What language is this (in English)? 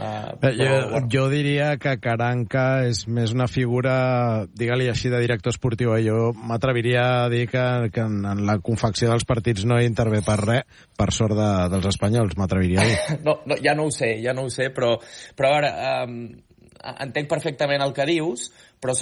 Catalan